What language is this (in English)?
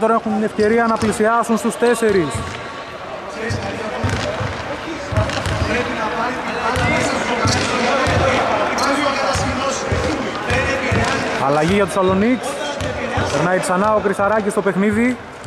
Greek